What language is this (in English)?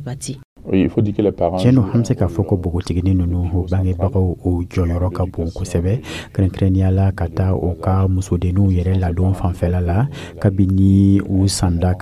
Dyula